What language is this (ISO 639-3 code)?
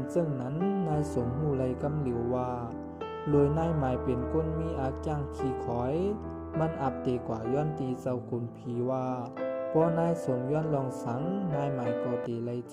shn